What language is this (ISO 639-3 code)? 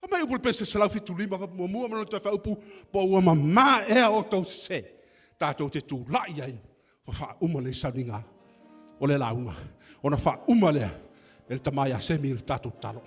smo